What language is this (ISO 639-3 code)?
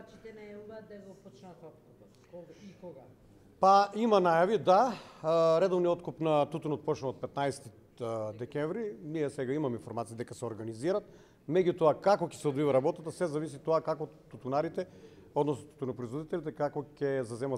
mkd